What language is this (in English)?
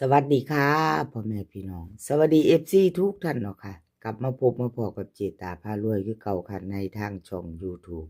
Northeastern Thai